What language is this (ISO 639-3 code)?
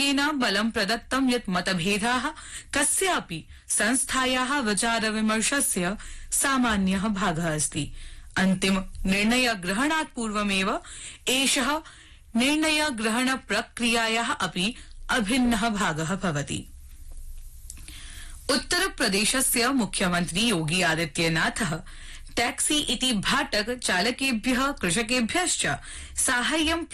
san